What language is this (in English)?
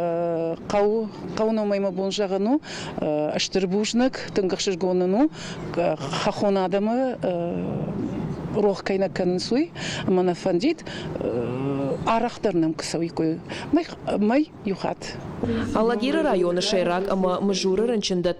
Ossetic